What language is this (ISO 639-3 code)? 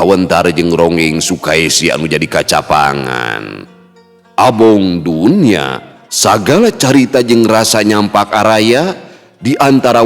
sun